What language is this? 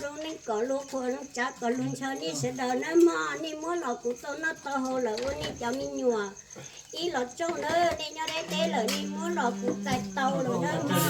Hmong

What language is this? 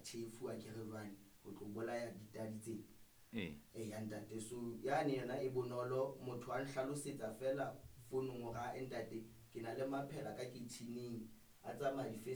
Southern Sotho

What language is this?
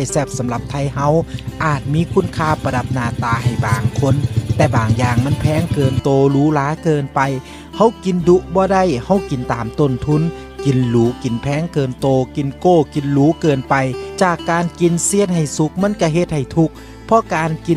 Lao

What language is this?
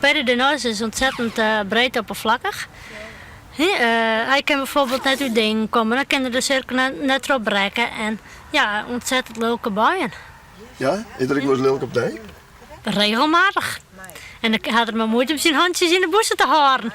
Western Frisian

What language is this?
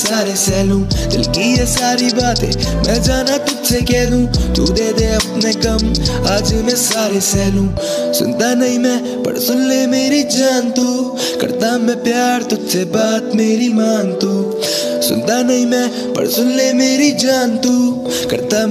Hindi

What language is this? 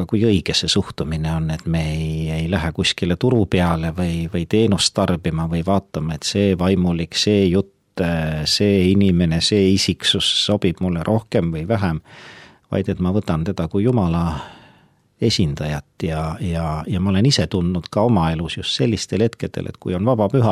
Estonian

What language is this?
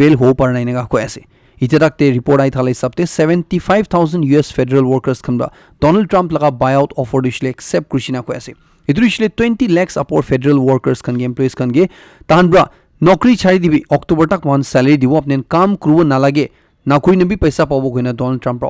Naga Pidgin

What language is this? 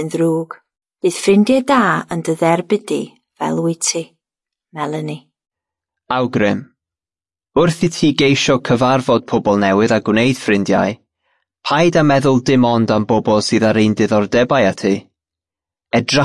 Welsh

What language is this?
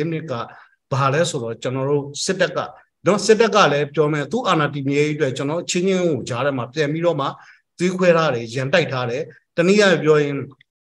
Burmese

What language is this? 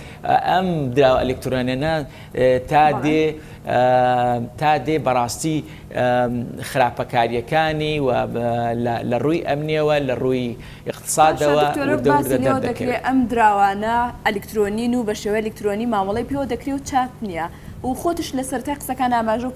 Central Kurdish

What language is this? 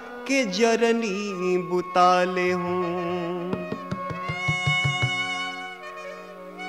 Bhojpuri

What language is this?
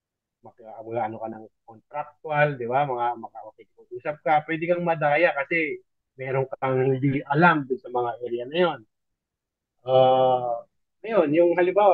Filipino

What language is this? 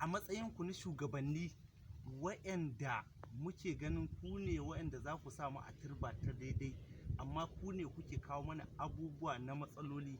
Hausa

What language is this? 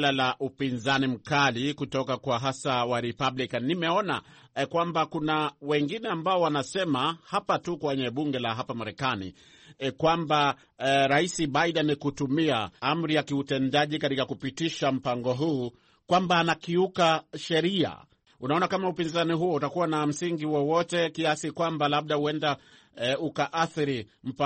Swahili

